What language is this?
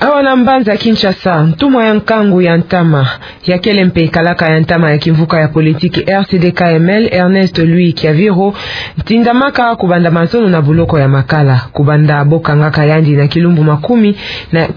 Kituba (Democratic Republic of Congo)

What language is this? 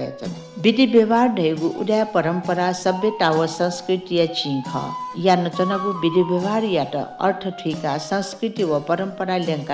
Newari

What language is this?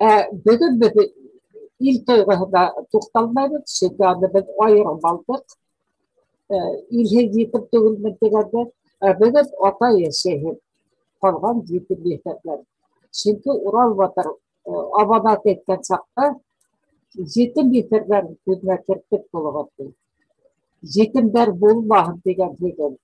Bashkir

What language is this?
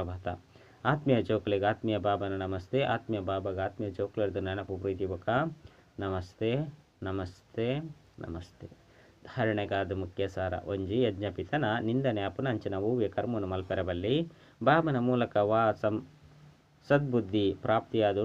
Tulu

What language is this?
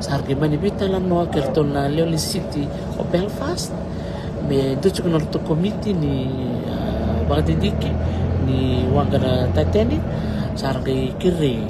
Fijian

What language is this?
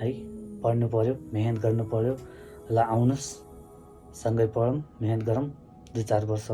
Nepali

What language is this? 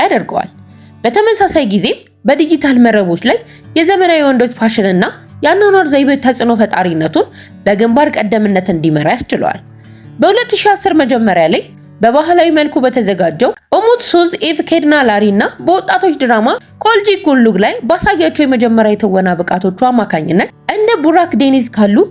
Amharic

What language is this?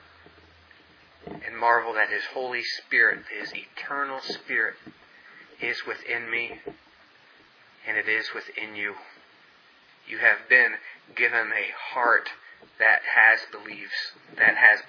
English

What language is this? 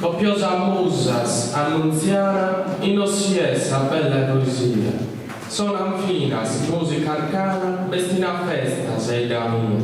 Sardinian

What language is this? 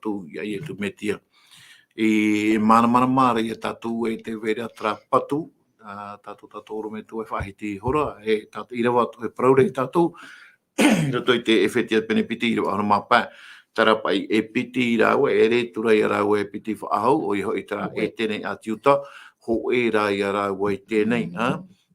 Tahitian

